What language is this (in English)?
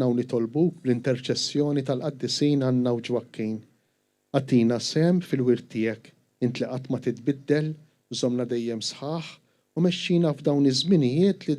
Maltese